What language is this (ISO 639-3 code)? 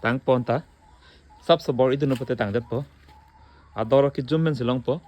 mjw